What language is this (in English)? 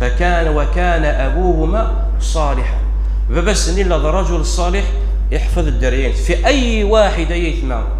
Kabyle